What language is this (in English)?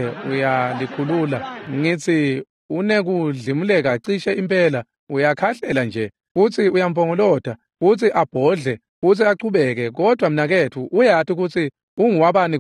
Swati